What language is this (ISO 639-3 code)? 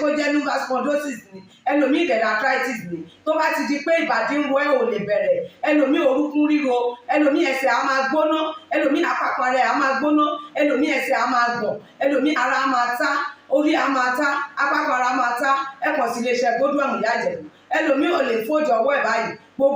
yor